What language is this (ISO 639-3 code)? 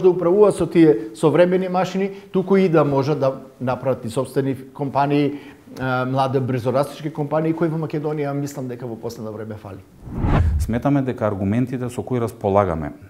mkd